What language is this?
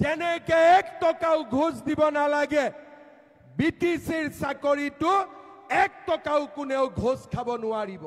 Assamese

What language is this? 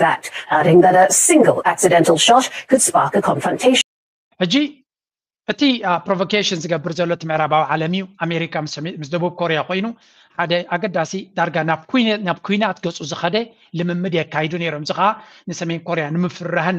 Tigrinya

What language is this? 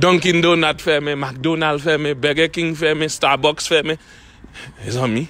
Haitian Creole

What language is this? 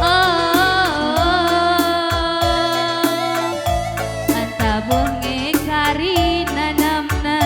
Batak Karo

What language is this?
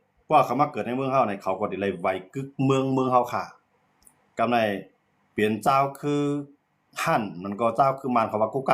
Shan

